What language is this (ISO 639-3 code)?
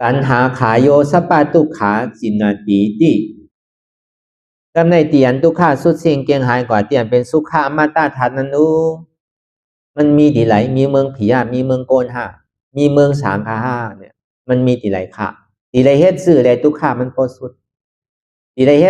shn